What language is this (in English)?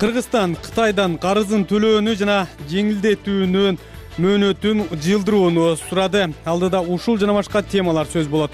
Kyrgyz